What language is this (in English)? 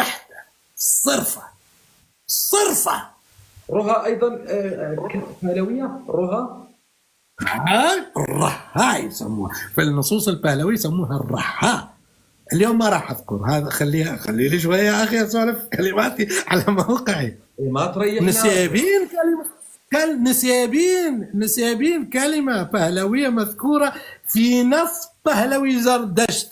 North Levantine Arabic